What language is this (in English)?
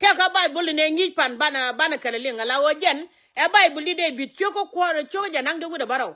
Nuer